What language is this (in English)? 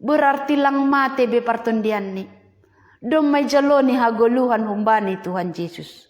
Batak Simalungun